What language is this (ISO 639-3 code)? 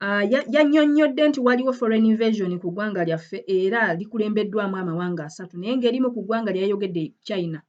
lug